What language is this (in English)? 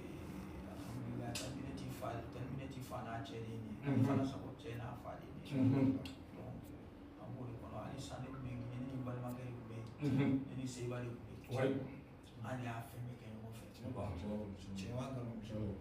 Bambara